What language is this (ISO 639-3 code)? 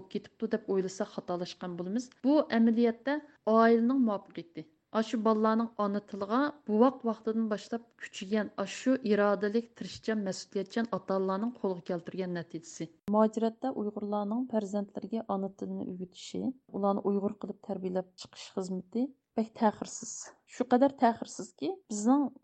uig